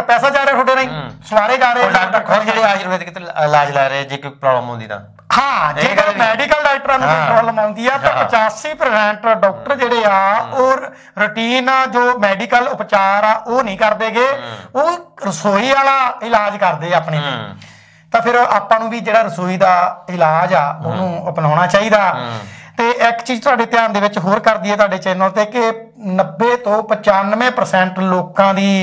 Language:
Punjabi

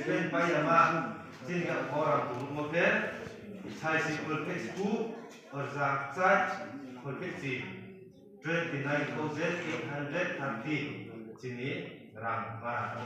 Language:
Riang (India)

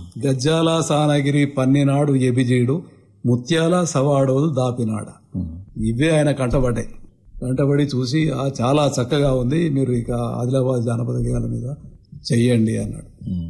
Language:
Telugu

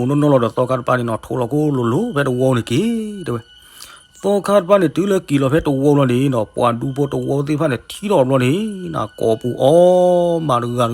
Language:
S'gaw Karen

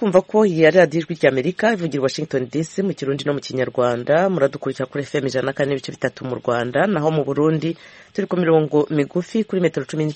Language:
Kinyarwanda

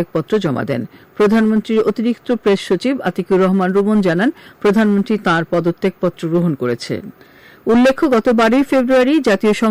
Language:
Bangla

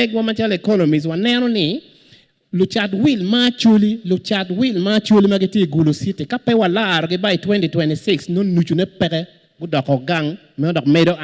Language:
Acoli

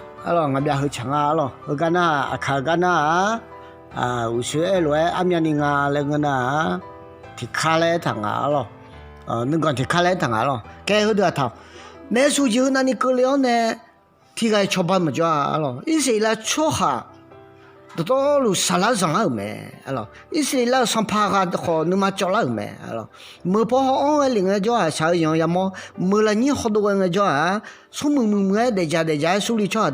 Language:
Akha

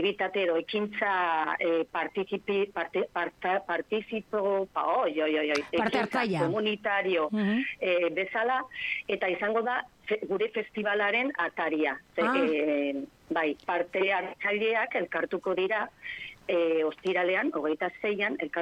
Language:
Basque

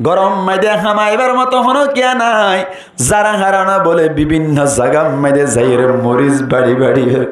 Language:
Rohingya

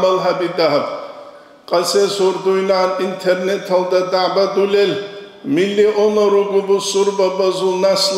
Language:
Avaric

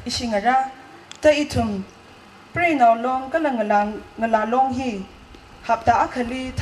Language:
Tangkhul Naga (India)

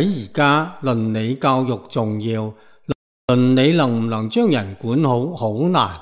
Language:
Cantonese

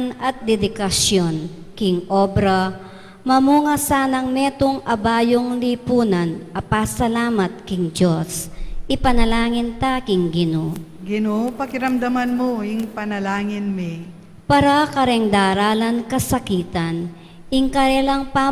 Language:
Pampanga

